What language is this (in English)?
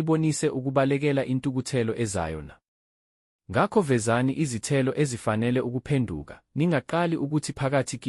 Zulu